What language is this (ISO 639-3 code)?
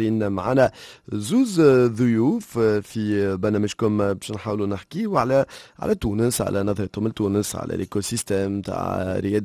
aeb